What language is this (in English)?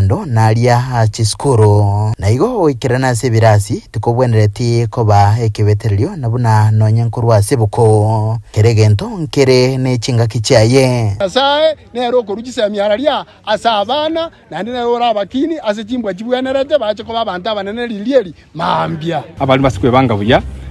Gusii